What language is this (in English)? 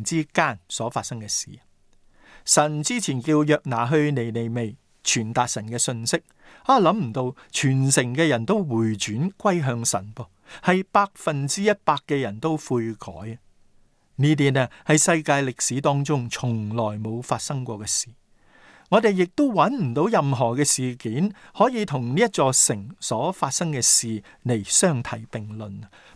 Cantonese